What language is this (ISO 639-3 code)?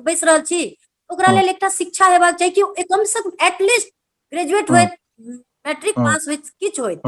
mai